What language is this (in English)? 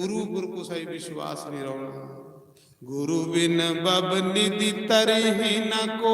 Dogri